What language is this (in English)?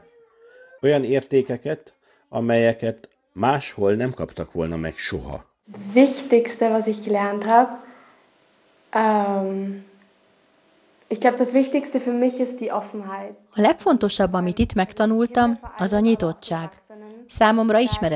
Hungarian